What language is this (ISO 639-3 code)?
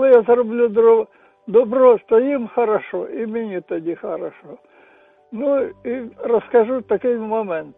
ukr